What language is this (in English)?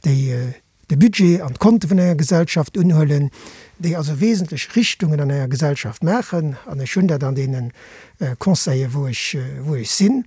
Luxembourgish